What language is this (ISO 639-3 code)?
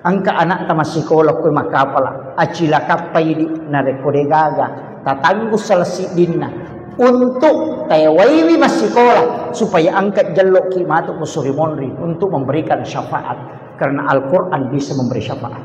bug